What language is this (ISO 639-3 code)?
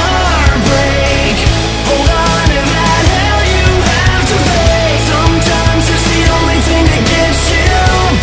eng